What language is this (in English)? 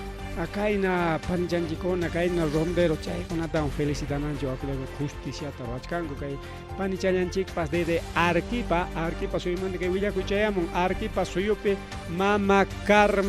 Ayacucho Quechua